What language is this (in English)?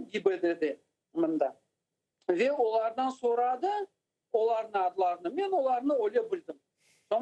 Crimean Tatar